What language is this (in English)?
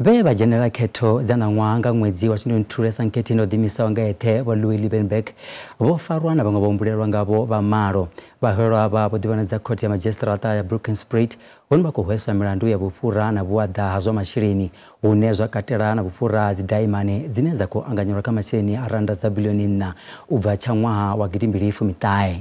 Venda